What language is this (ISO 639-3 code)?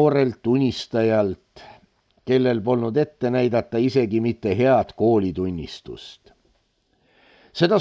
est